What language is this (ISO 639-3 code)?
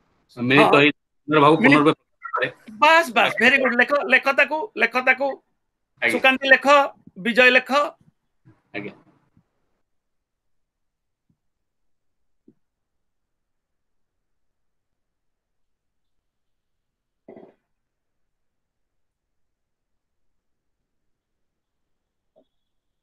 ori